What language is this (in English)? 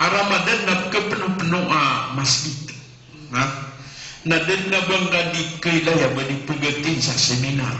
Maranao